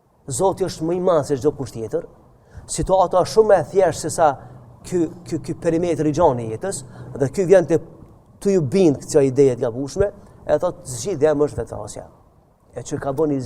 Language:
Albanian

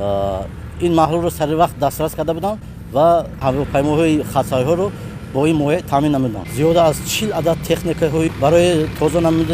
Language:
Tajik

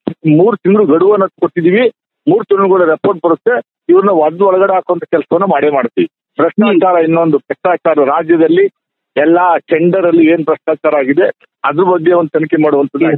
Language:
Kannada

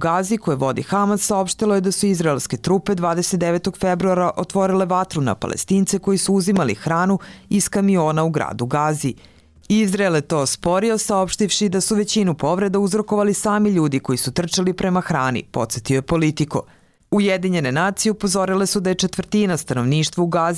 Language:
Bosnian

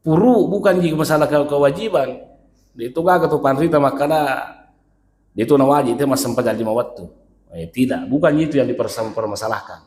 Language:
Buginese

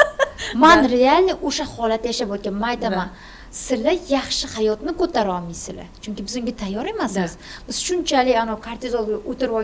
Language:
Uzbek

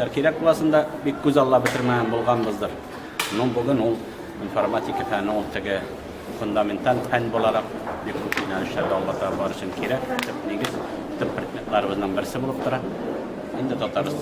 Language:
Tatar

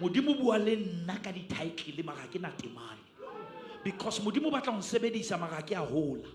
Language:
Southern Sotho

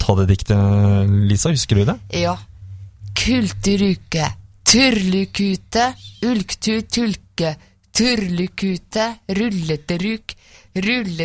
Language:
Norwegian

